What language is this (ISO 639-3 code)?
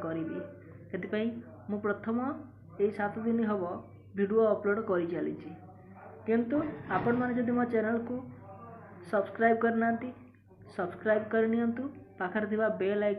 ori